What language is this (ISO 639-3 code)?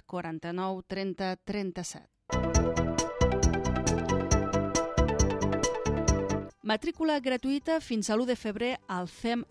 cat